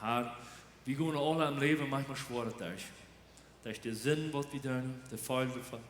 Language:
Plautdietsch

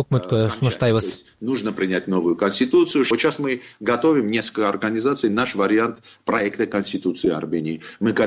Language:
Kyrgyz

